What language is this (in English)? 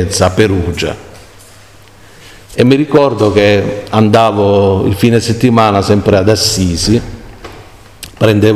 Italian